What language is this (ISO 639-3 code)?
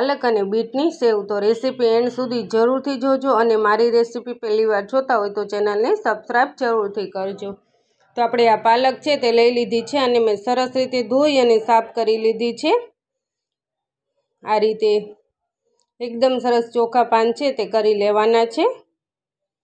guj